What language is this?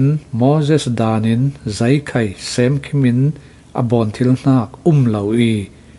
Falam Chin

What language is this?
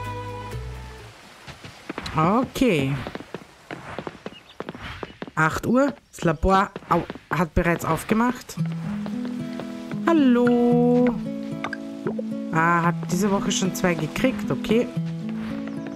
German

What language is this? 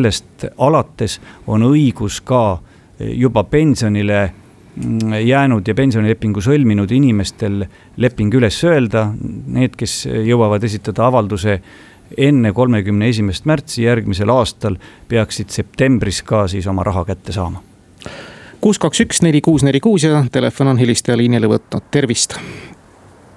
Estonian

